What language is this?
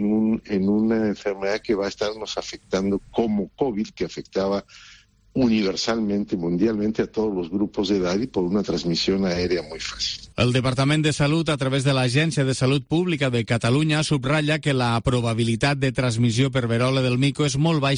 Catalan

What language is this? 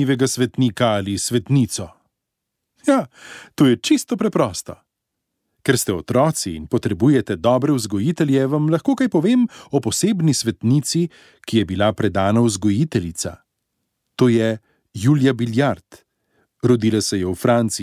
Slovenian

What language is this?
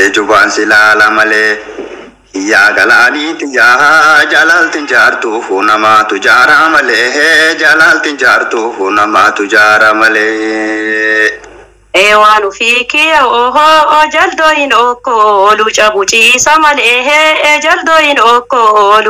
Oromo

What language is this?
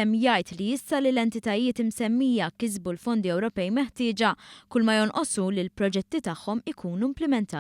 Maltese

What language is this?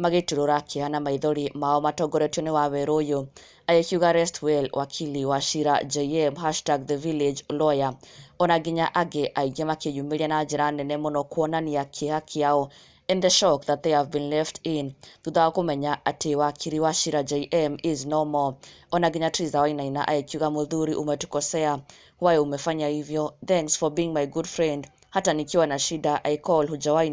Kikuyu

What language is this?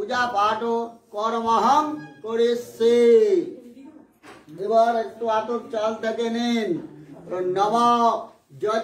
Bangla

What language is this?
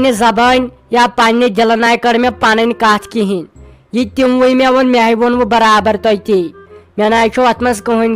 Kashmiri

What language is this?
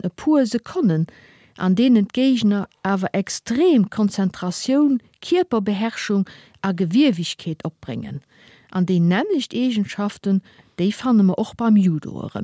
Luxembourgish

